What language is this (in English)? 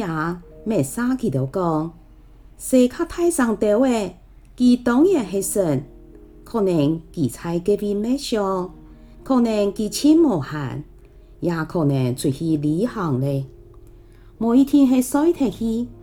Hakka Chinese